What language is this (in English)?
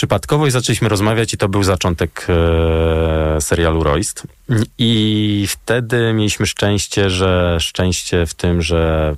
Polish